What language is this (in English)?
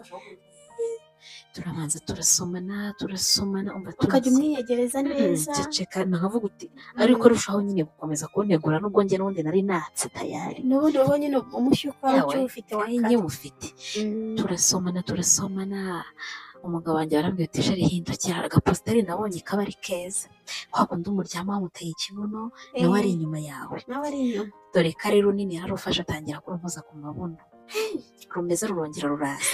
Kinyarwanda